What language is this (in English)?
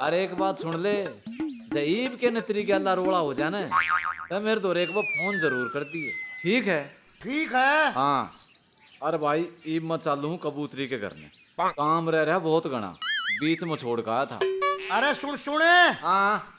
Haryanvi